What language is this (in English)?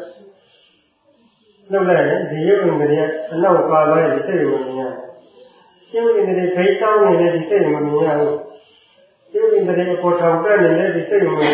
Burmese